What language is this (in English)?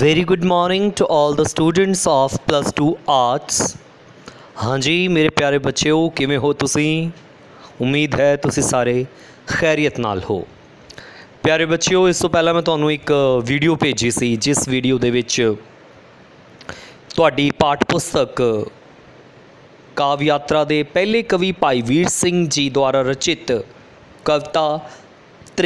Punjabi